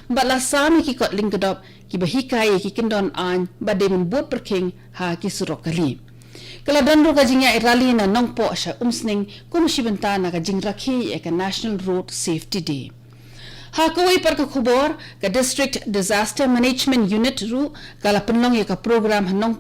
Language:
Khasi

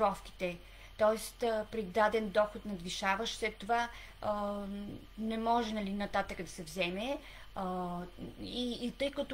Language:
Bulgarian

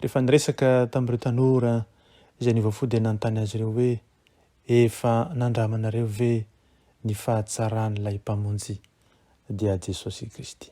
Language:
Malagasy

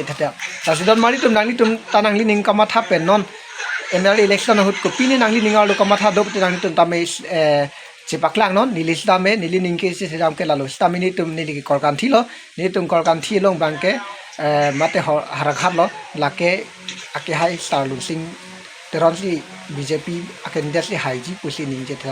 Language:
Karbi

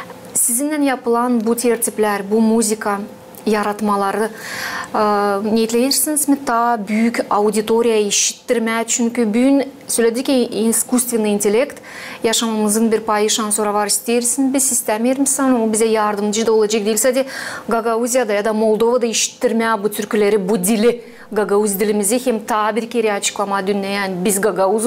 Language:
Gagauz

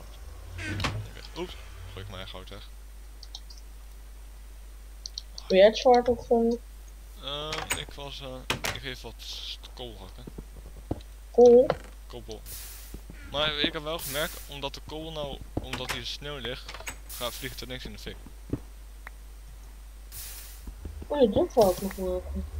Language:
Dutch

